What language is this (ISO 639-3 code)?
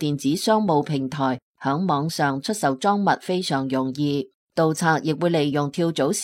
yue